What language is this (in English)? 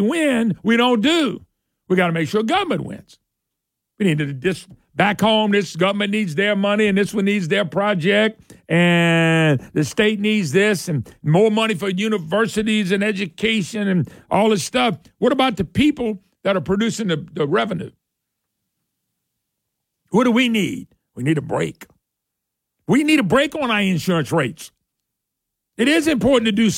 English